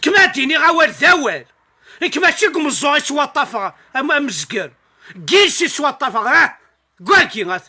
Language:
Kabyle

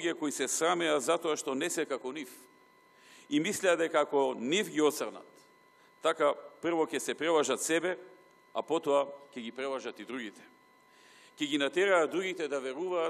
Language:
Macedonian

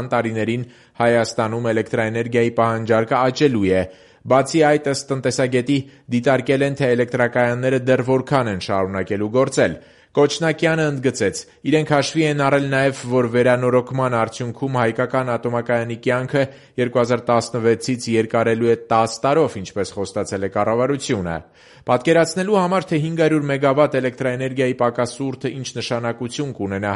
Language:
Armenian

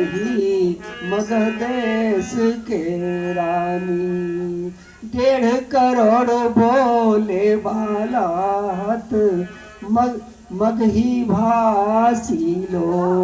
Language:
Magahi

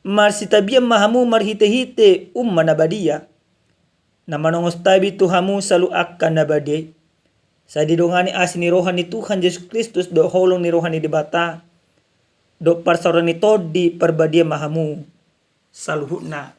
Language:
Batak Toba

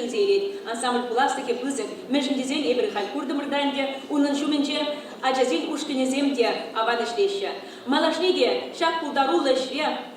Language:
Chuvash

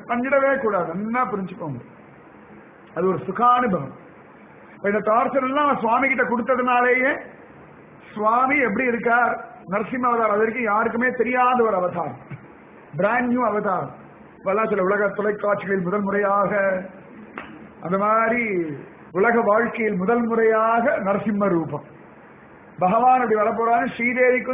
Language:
Tamil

